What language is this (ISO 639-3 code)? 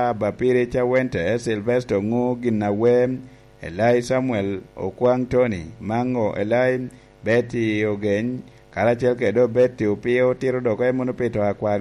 laj